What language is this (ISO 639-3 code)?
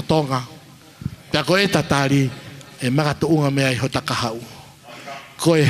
ton